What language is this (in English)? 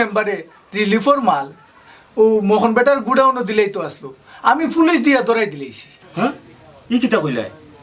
Sylheti